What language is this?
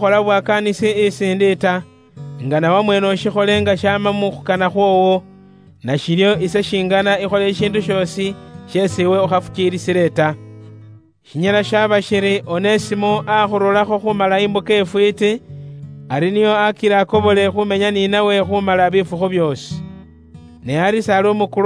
Luyia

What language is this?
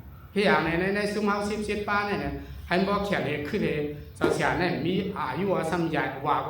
Shan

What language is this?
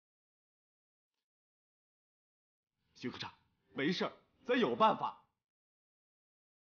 Chinese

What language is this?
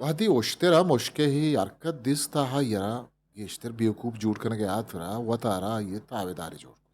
Eastern Balochi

